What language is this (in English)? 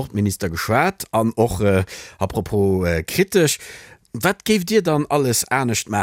Luxembourgish